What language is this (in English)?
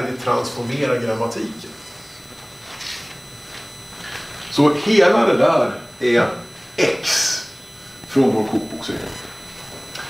Swedish